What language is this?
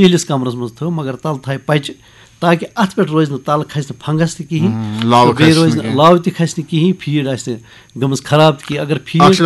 Kashmiri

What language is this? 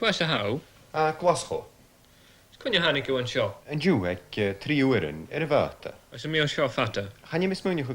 Scottish Gaelic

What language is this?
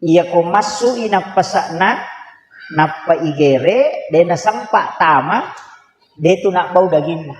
Buginese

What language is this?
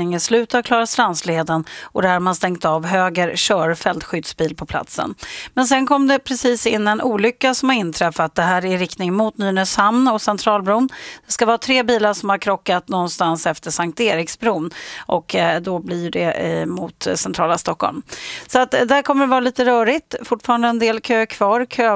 Swedish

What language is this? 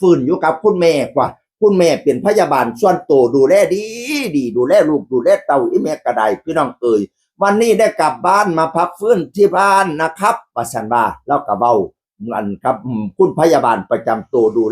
Northeastern Thai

